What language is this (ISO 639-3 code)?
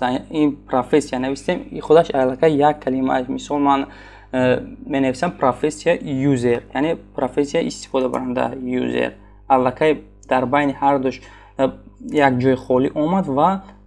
tgk